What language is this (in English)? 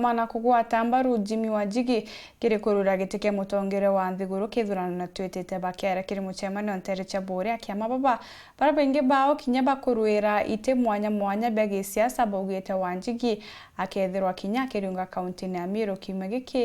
Meru